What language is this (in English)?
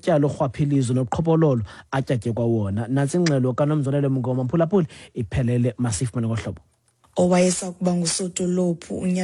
Xhosa